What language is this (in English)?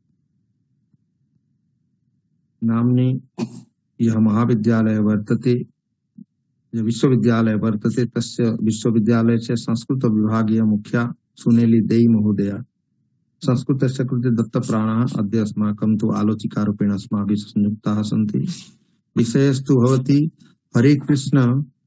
Sanskrit